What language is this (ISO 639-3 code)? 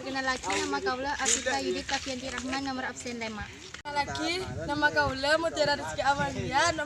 mad